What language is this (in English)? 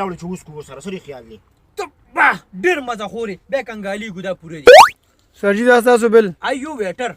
Pashto